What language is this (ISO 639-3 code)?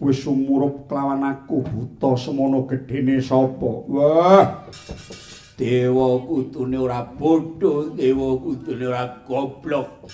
jav